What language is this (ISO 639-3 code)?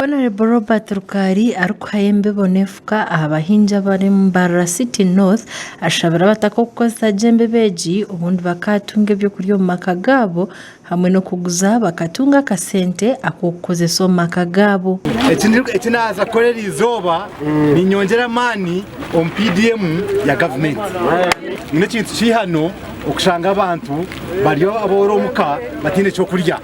nyn